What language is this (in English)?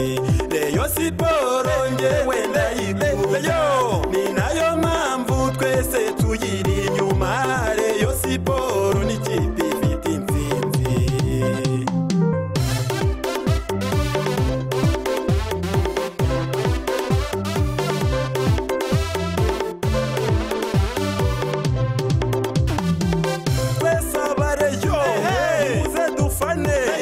Kinyarwanda